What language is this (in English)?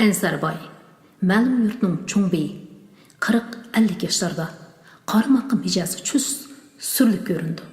Uyghur